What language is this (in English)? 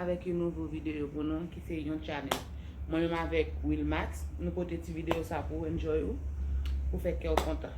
Haitian Creole